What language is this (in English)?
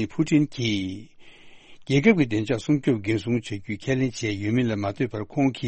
Tibetan